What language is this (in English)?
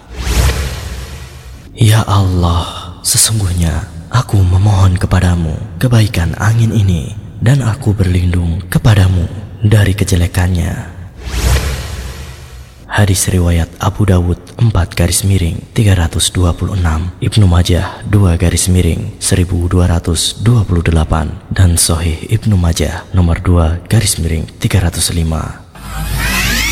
Indonesian